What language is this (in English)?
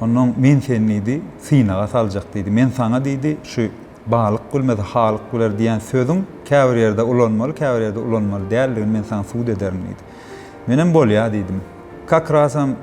Turkmen